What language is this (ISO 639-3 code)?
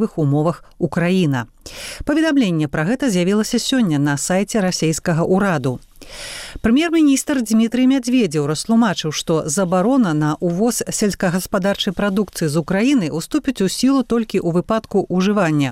bel